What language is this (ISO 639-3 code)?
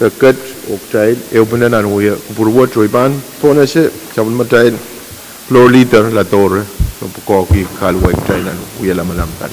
pon